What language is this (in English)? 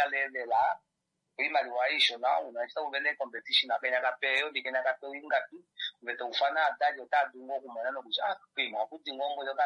Kuanyama